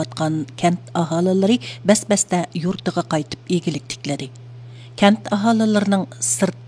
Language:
Uyghur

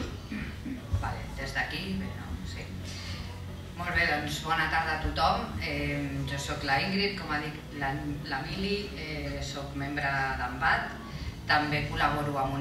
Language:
Catalan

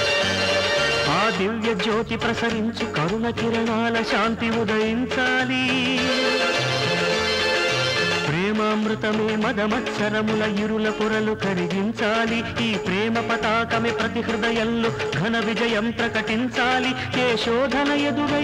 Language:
Telugu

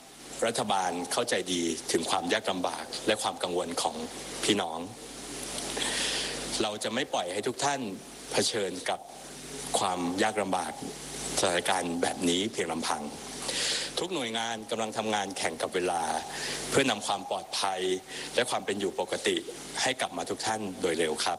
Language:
Thai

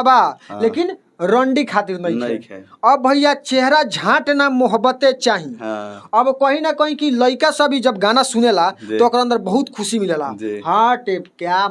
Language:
Bhojpuri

